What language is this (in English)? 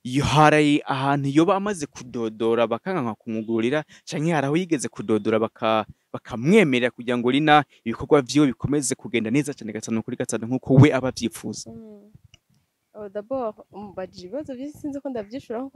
Rundi